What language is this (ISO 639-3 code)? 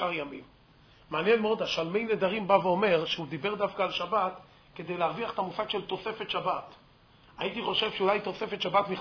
heb